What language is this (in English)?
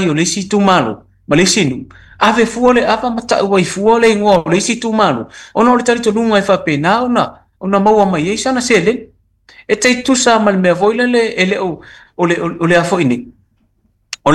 Samoan